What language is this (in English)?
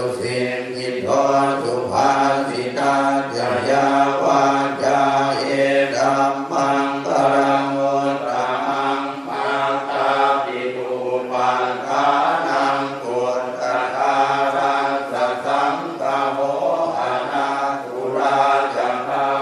Pali